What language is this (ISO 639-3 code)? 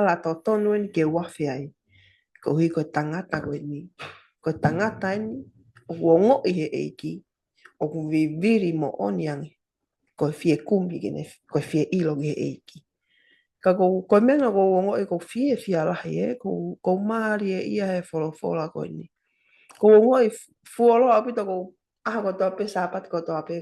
ton